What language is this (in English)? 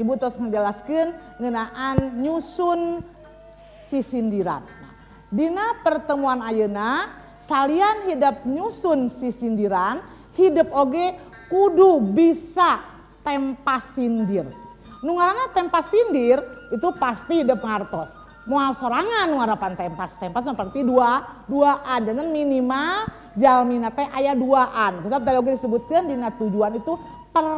Sundanese